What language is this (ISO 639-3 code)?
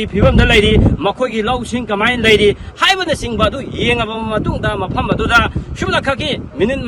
mni